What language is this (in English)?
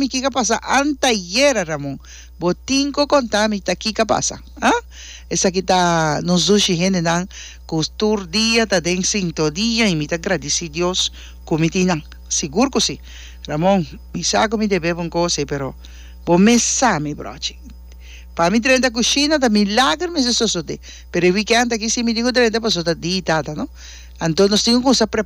Papiamento